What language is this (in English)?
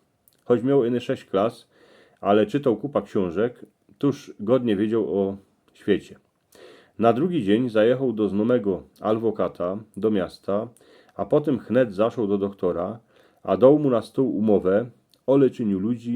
Silesian